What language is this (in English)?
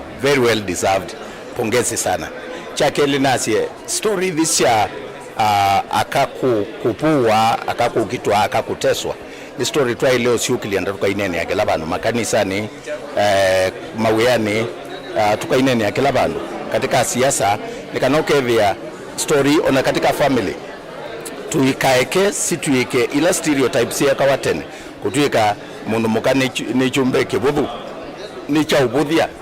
Kamba